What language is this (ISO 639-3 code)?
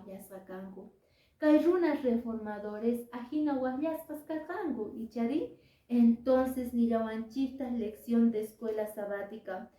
que